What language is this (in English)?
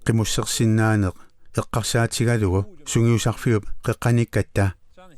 Kalaallisut